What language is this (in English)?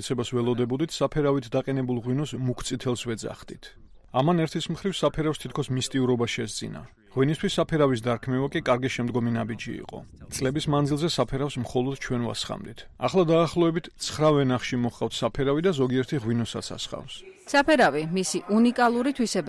Georgian